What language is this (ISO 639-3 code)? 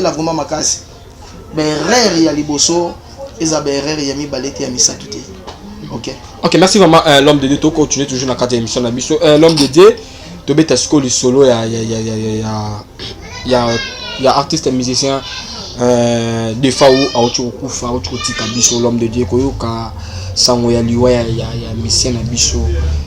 lin